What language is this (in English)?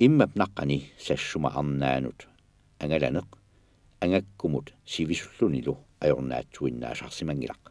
Kalaallisut